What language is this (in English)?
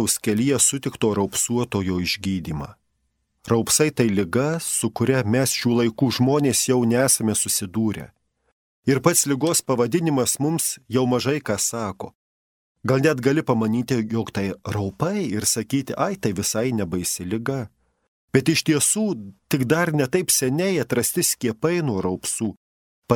Lithuanian